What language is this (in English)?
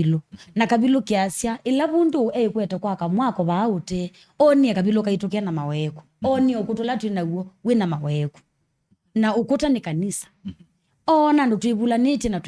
Kamba